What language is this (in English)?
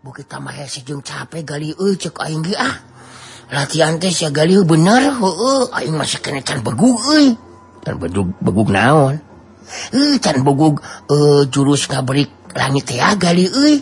Sundanese